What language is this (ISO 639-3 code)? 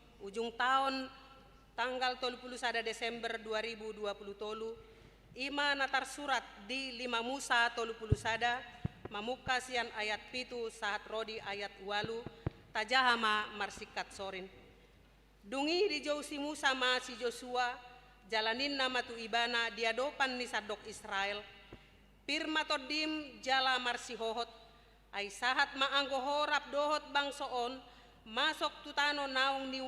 bbc